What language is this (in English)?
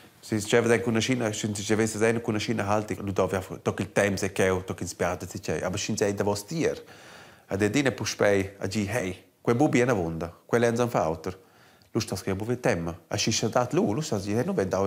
Romansh